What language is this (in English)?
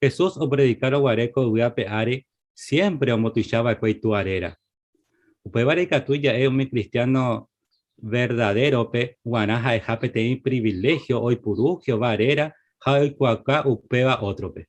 Guarani